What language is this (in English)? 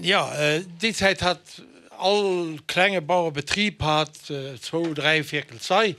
Luxembourgish